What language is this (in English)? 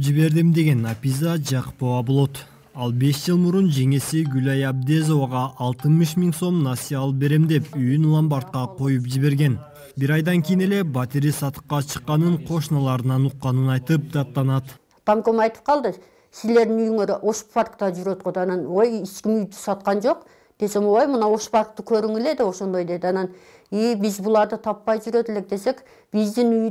Kyrgyz